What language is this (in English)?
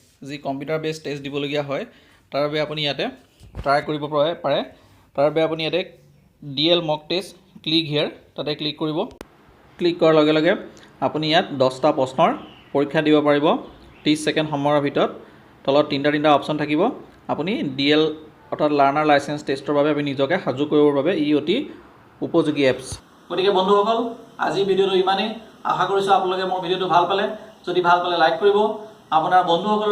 Assamese